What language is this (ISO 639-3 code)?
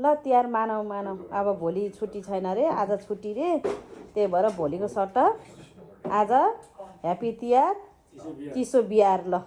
nep